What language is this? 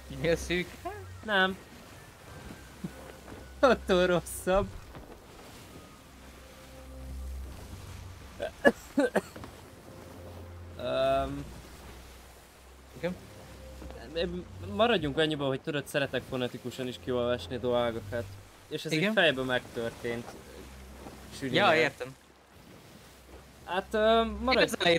Hungarian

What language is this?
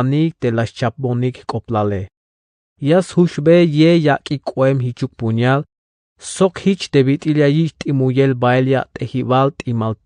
Tzeltal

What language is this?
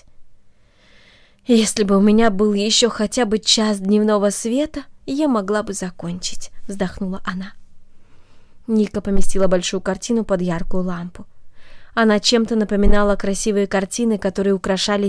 Russian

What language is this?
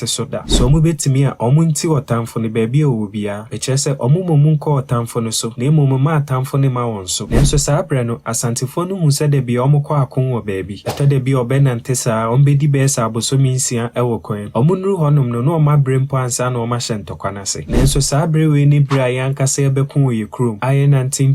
Akan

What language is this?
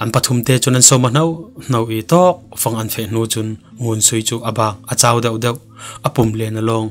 Falam Chin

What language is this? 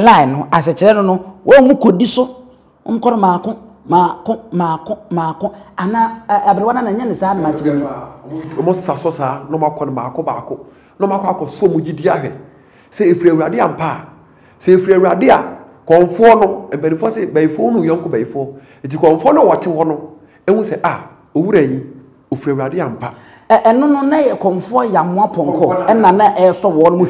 Akan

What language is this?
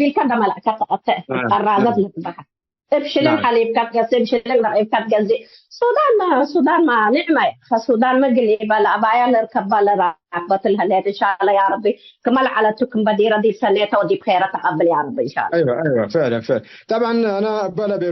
Tigre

